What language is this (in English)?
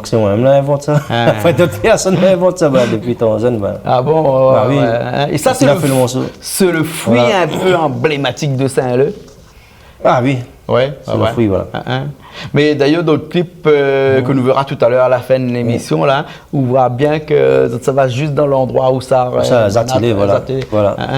Réunion Creole French